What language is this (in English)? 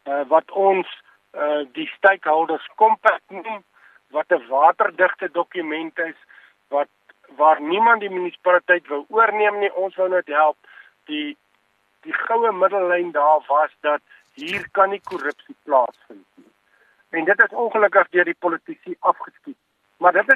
Afrikaans